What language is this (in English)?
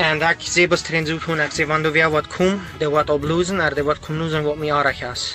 Plautdietsch